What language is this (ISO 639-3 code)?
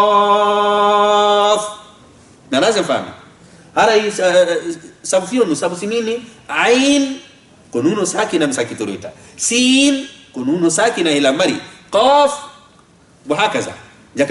ful